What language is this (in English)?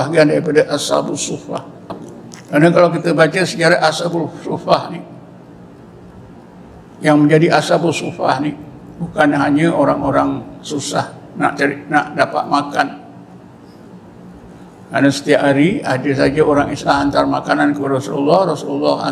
Malay